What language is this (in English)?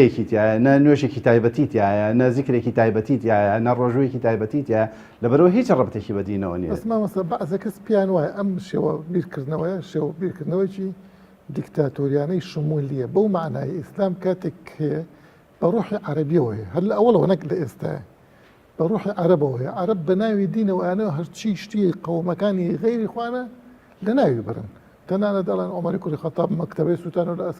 Central Kurdish